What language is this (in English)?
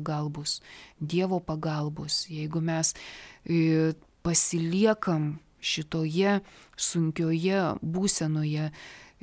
Lithuanian